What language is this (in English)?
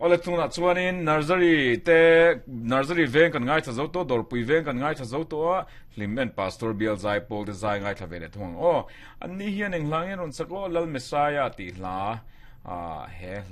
Mizo